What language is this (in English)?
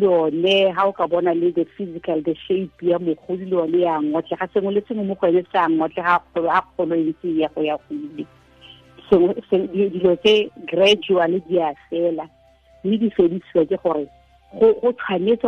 Tswana